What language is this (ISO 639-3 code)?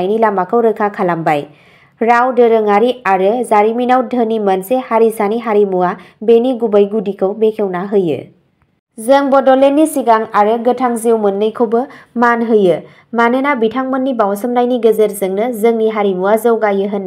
brx